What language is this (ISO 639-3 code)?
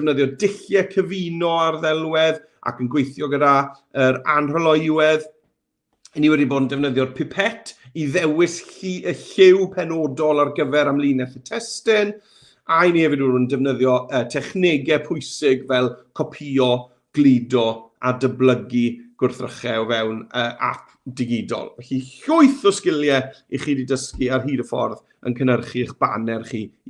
cym